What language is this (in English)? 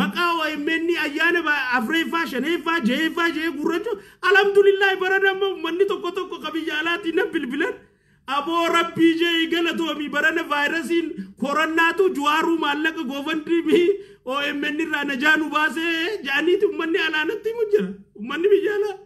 Oromo